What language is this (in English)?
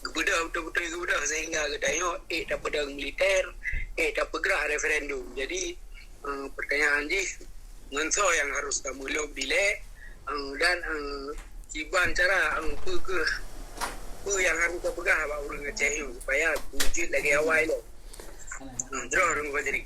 Achinese